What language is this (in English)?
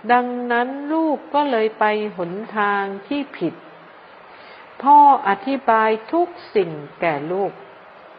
Thai